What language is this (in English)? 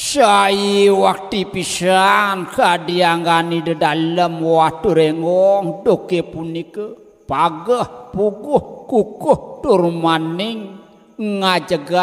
Balinese